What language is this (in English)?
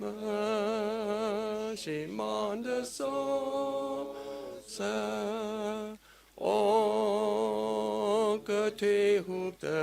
Tangkhul Naga (India)